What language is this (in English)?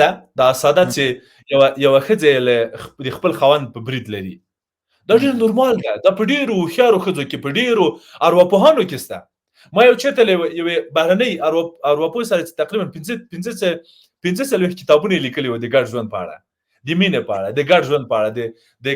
Pashto